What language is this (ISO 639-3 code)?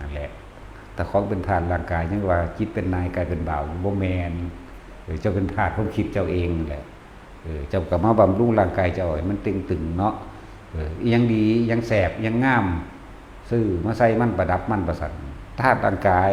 tts